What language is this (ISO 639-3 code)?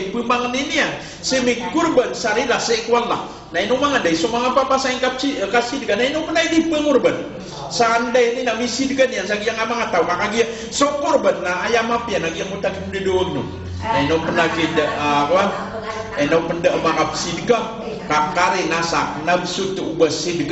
mrw